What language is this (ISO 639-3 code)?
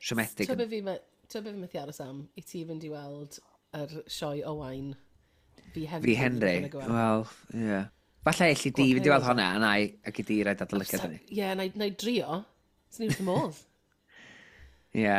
cym